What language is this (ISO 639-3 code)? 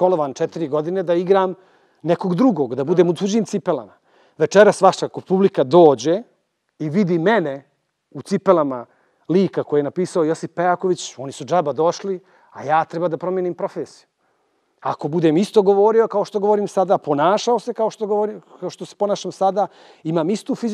srp